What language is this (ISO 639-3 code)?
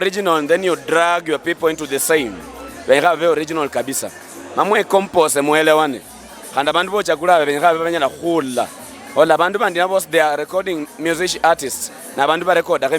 luy